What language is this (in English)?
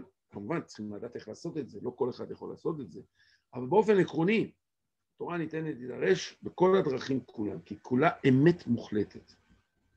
Hebrew